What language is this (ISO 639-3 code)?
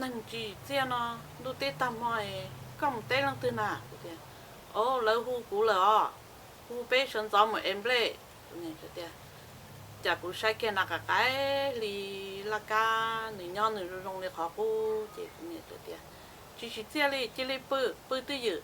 hmn